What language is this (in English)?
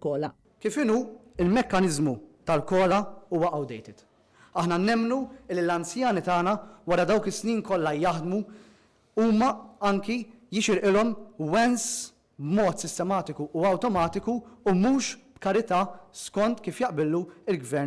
Maltese